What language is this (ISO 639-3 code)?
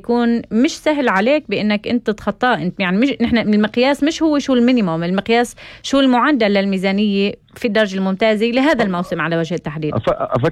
apc